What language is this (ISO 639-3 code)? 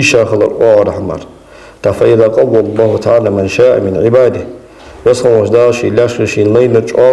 inh